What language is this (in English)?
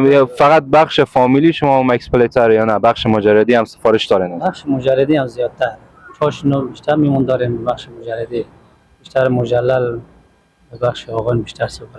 Persian